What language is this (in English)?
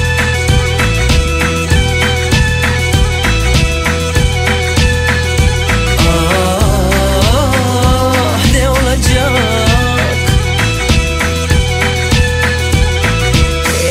Turkish